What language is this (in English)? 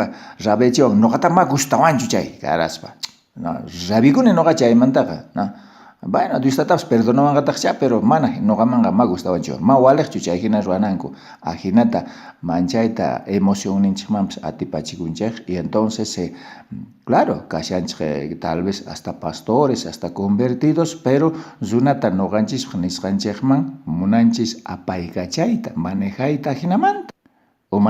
South Bolivian Quechua